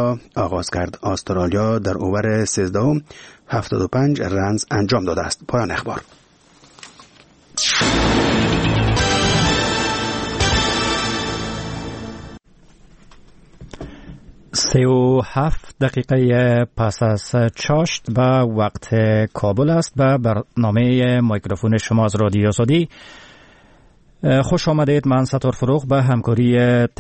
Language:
Persian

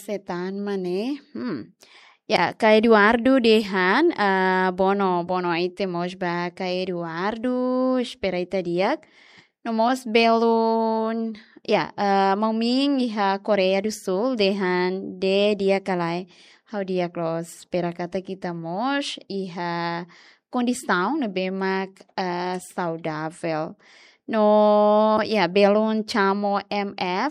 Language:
Tetum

